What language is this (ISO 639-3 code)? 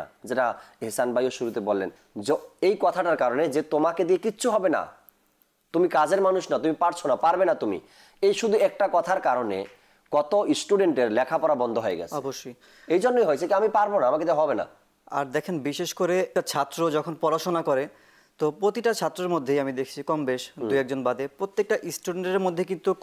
ben